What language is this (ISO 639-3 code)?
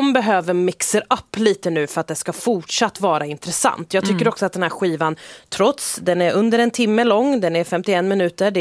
swe